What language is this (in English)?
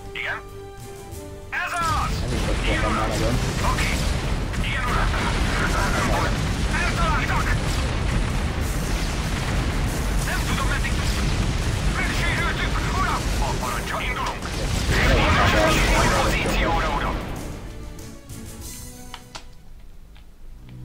Hungarian